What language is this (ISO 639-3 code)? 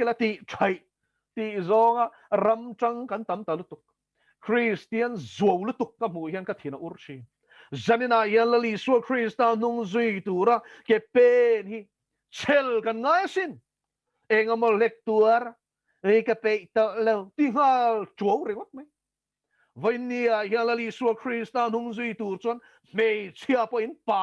lus